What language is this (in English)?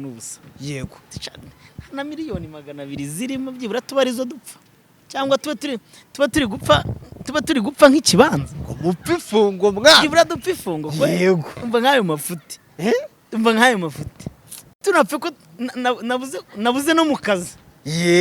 Kinyarwanda